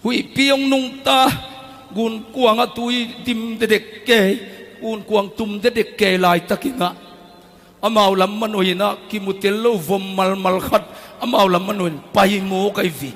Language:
Tedim Chin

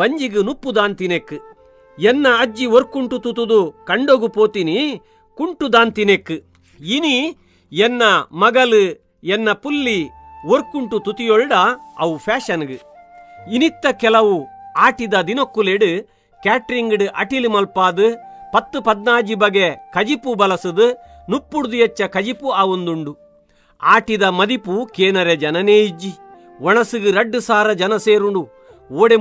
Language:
Tulu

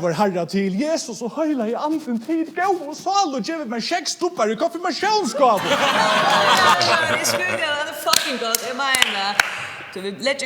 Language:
Faroese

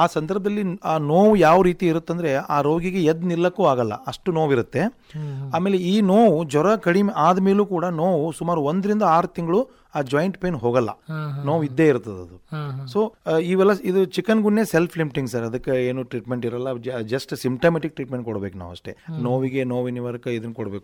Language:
Kannada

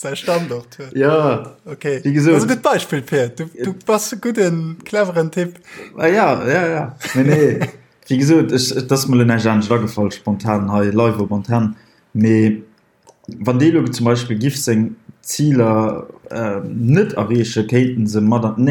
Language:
Luxembourgish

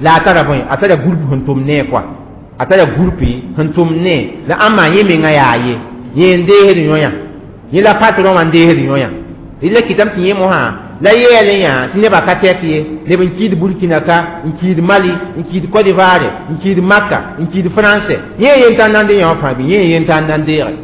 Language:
Mossi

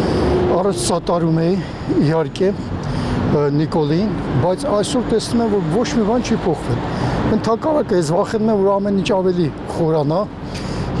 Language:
Armenian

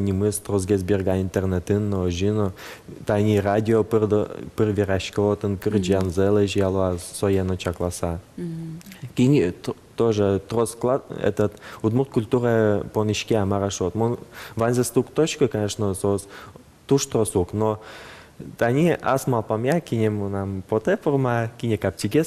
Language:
Udmurt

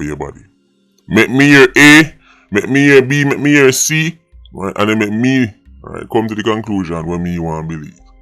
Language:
Jamaican Creole English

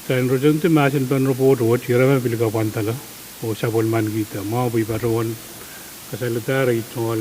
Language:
Pohnpeian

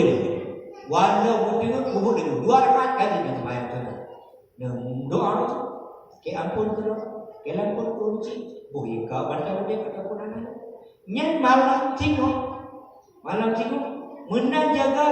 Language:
Achinese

